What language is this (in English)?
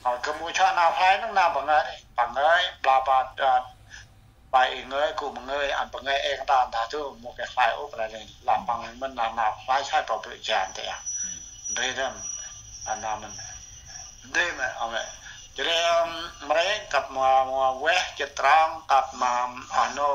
Central Mnong